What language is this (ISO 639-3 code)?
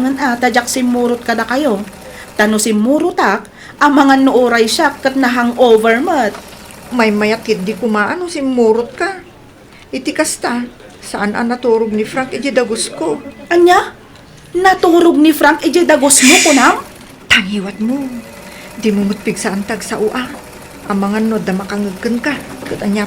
ilo